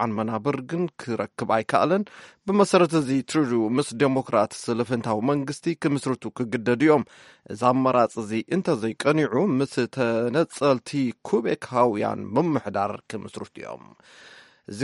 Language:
Tigrinya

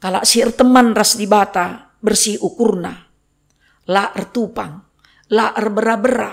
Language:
Batak Karo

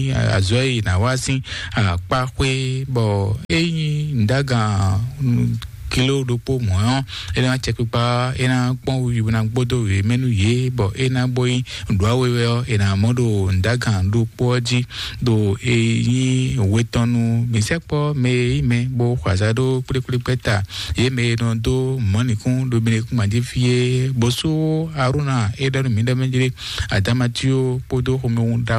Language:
Fon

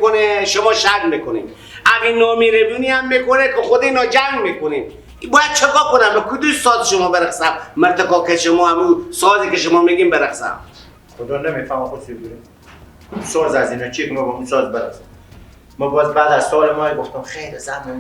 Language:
Persian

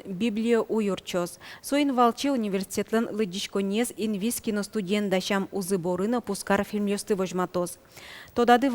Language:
Udmurt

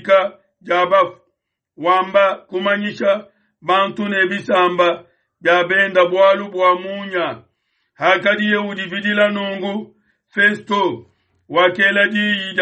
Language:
Luba-Lulua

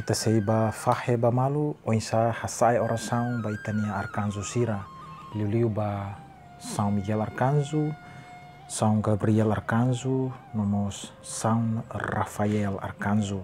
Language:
Tetum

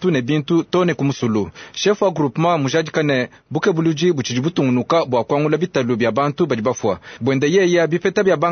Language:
Luba-Lulua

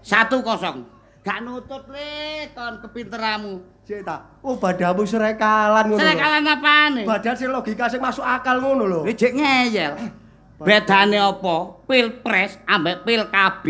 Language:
Javanese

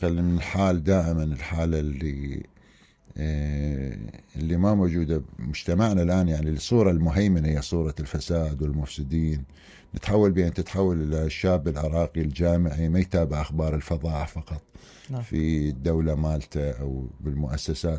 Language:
Mesopotamian Arabic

